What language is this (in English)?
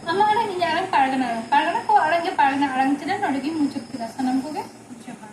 Santali